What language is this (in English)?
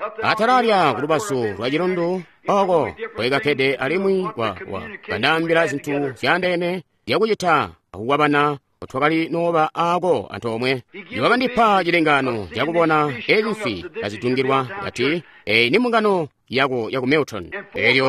Tonga (Zambia)